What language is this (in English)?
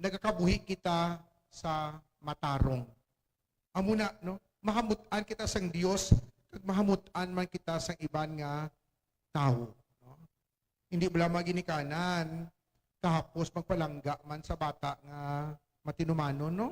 Hiligaynon